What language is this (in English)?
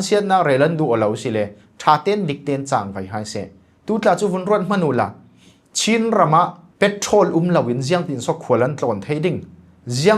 Falam Chin